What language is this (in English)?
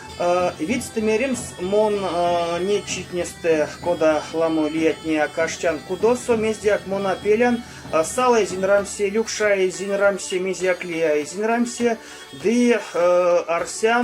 Erzya